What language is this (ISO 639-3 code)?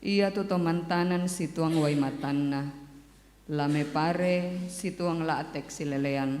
sda